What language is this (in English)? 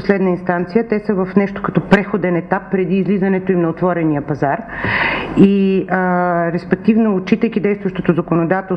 Bulgarian